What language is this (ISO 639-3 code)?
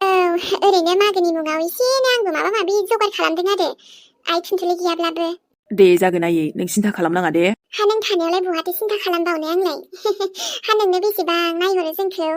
brx